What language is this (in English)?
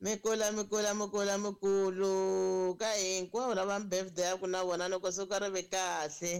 Tsonga